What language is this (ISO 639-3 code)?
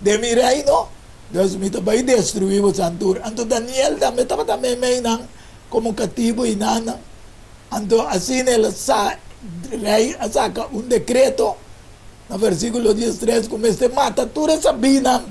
pap